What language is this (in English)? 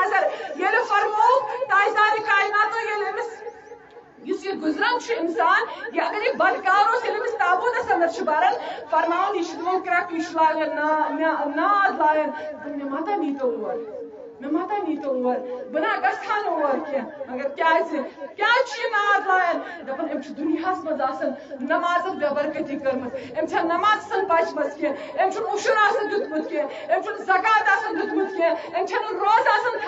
Kashmiri